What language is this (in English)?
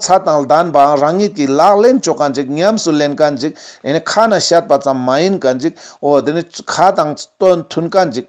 Ladakhi